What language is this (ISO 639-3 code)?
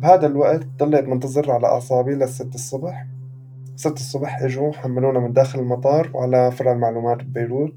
apc